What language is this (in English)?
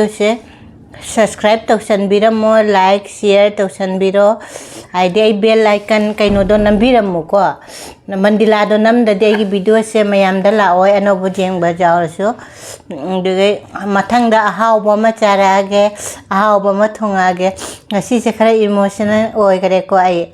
Manipuri